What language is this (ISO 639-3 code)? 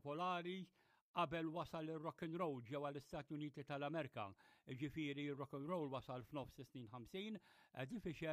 mlt